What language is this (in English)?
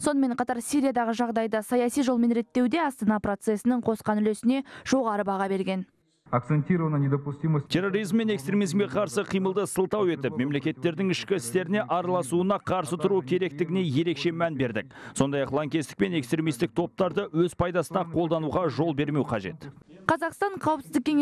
Kazakh